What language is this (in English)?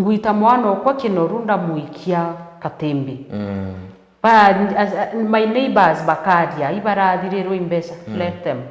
Meru